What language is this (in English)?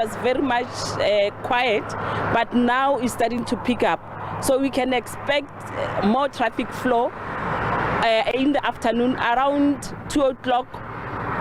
Venda